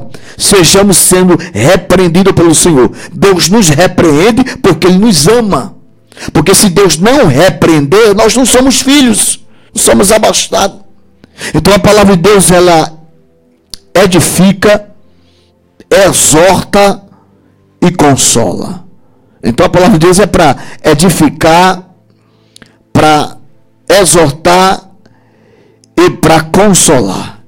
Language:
Portuguese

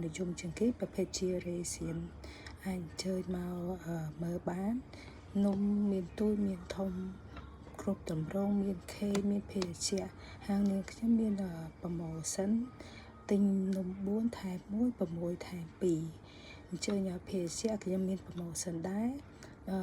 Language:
Khmer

